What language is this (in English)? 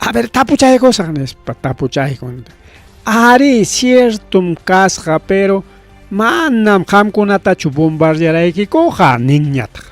Ayacucho Quechua